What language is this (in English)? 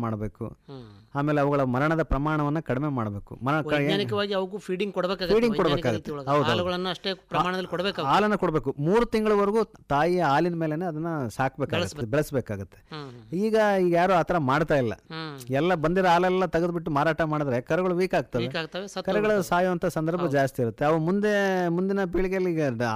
Kannada